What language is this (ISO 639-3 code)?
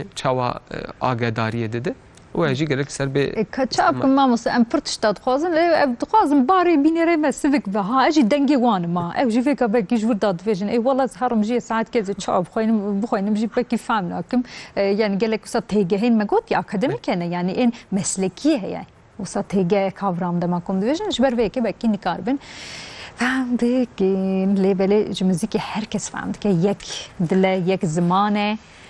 kur